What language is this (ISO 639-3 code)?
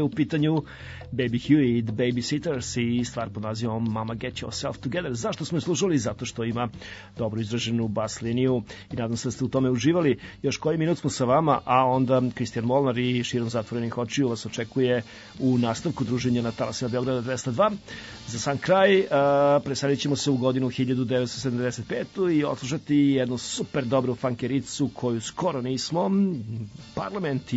srp